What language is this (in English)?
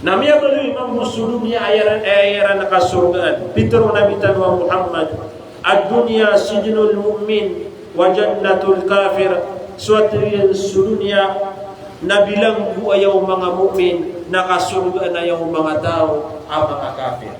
Maranao